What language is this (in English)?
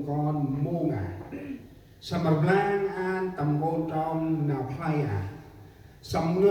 Central Mnong